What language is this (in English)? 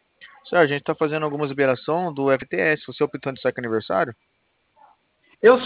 Portuguese